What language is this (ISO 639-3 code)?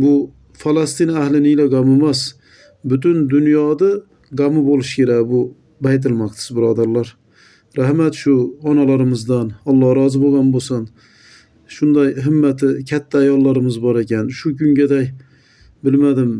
uzb